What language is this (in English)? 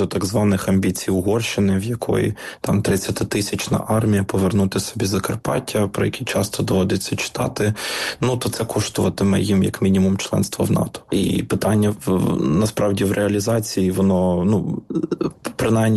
Ukrainian